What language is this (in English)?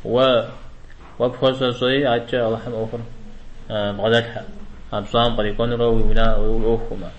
Kabardian